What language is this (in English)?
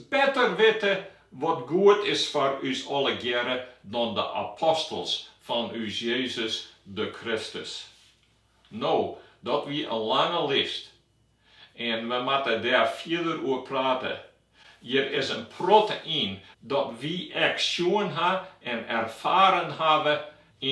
Western Frisian